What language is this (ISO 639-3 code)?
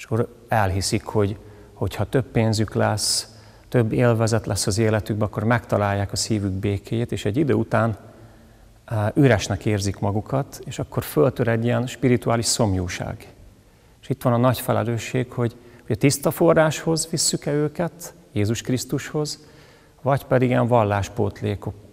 hun